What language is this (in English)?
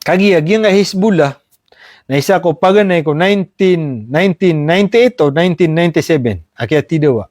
Maranao